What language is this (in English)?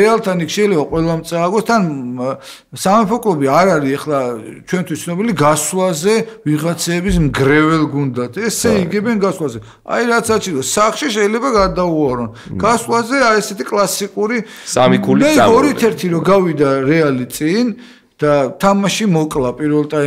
Georgian